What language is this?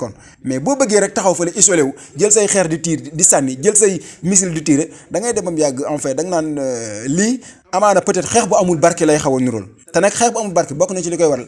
Wolof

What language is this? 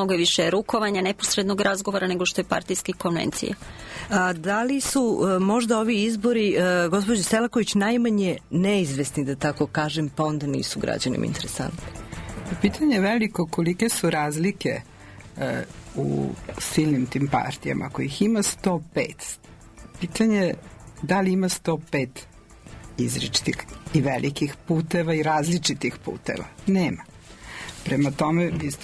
Serbian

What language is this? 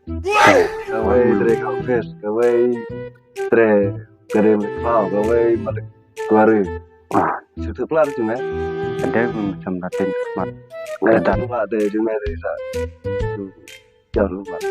Khasi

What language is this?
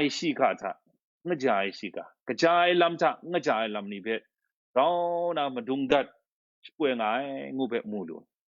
Kachin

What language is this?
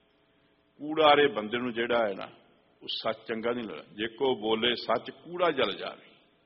Punjabi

